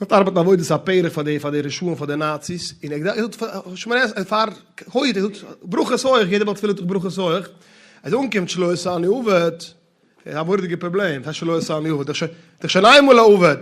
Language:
Yiddish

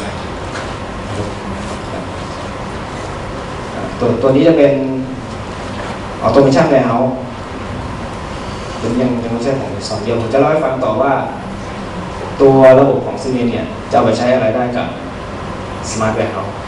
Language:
Thai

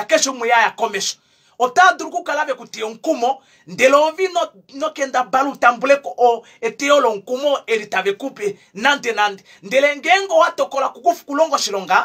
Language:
Kuanyama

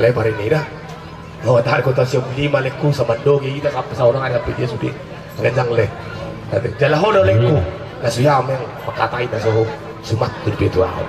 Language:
Batak Toba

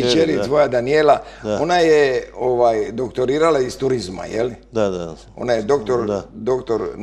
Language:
Croatian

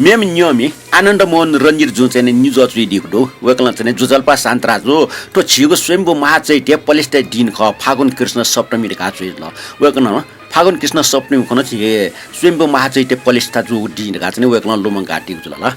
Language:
Newari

